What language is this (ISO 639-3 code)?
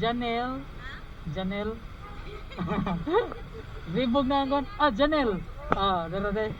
ceb